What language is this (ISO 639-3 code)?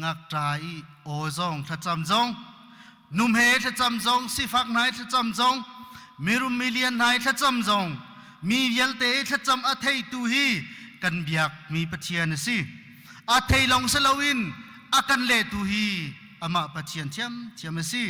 cnh